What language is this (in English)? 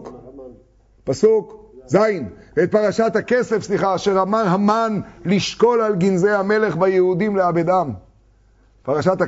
Hebrew